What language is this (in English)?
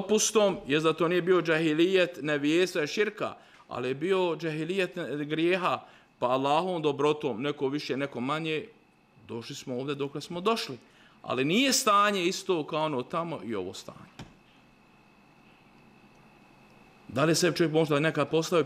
Bosnian